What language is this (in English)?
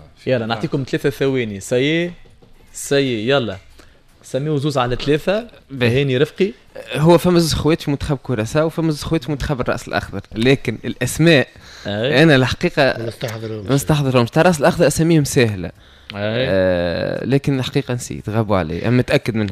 Tunisian Arabic